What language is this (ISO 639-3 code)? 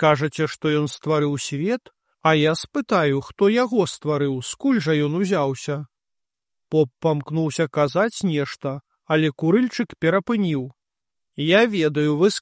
bel